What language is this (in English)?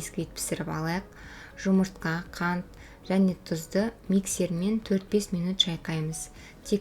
Kazakh